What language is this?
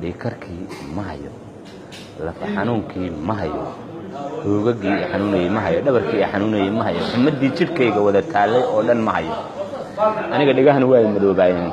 Somali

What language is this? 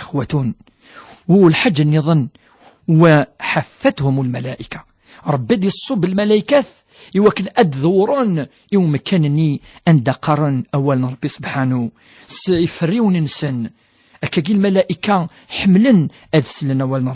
Kabyle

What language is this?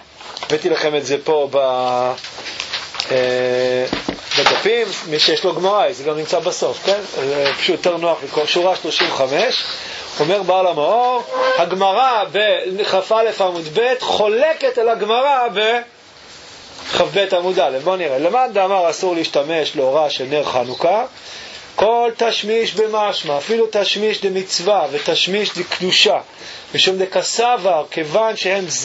Hebrew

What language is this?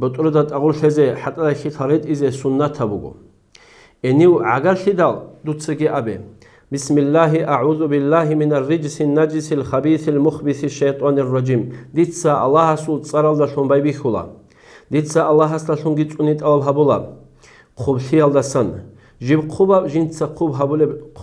Avaric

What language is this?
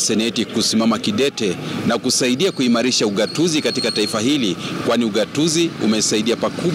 Swahili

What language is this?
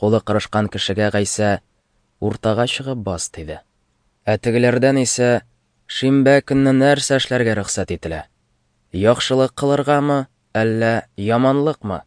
Tatar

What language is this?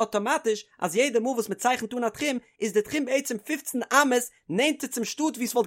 Yiddish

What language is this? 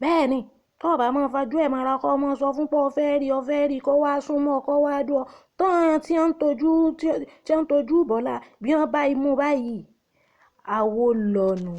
Yoruba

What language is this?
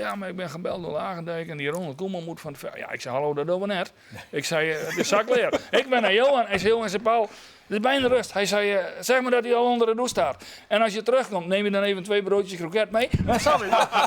Western Frisian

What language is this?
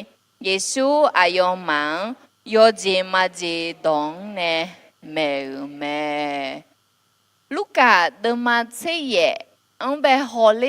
Akha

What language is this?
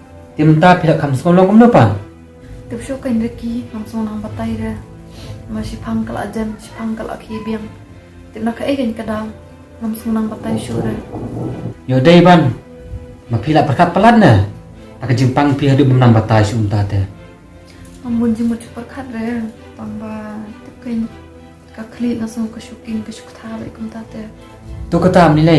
Khasi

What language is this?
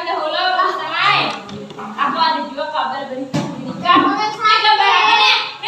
Banjar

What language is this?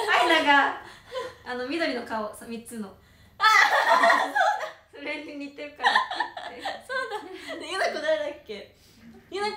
Japanese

